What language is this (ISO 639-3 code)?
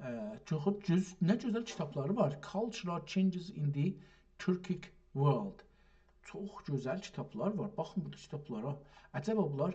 azb